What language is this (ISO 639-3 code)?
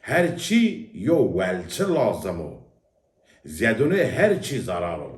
zza